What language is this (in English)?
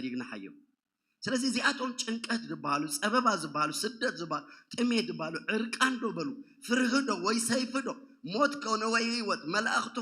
Tigrinya